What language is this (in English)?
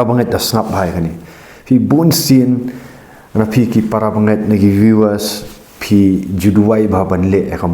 Khasi